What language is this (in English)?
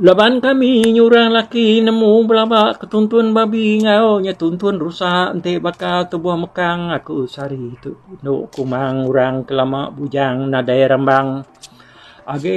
Iban